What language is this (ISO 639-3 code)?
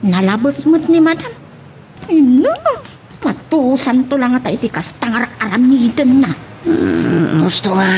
ilo